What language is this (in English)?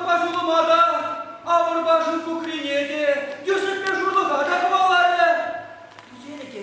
Chuvash